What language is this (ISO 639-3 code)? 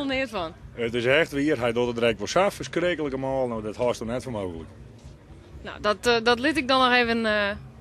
fry